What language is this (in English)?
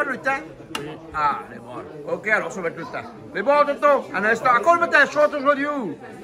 Réunion Creole French